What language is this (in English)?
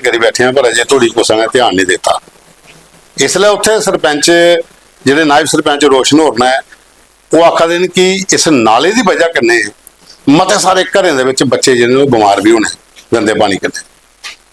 Dogri